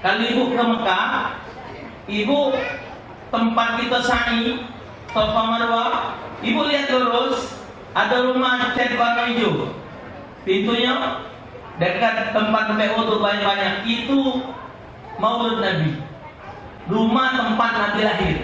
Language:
Musi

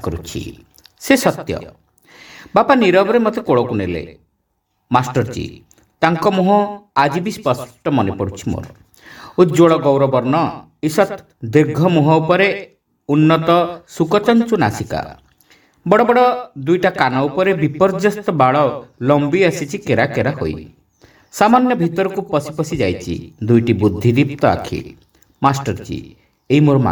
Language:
Odia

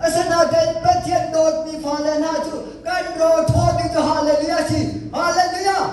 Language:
Hakha Chin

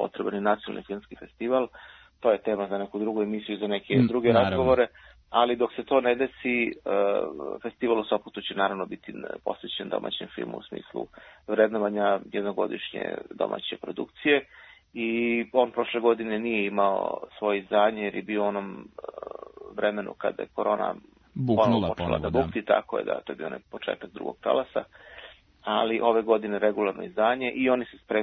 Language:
Serbian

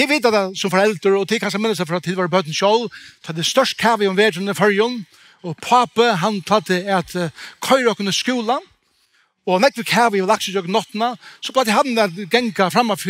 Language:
Faroese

